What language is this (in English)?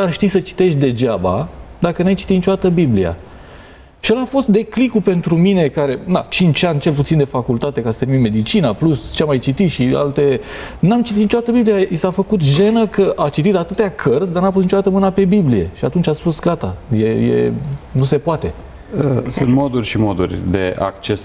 Romanian